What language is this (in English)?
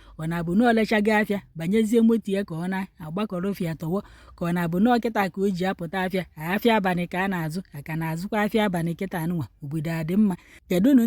Igbo